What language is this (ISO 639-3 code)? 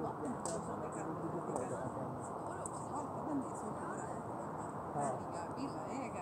swe